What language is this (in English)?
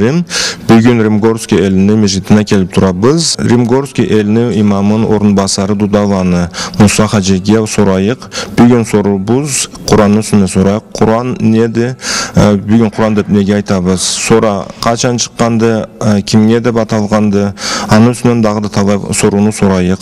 Karachay-Balkar